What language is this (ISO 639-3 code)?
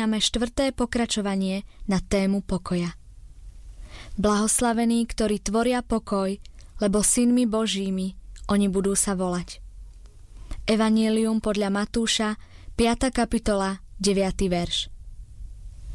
slk